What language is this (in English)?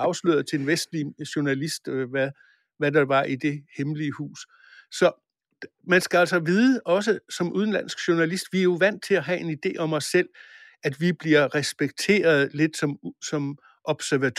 Danish